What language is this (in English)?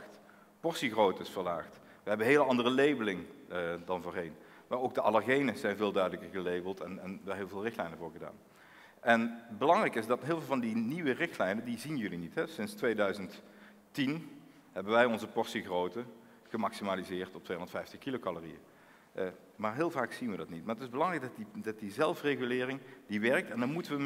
Dutch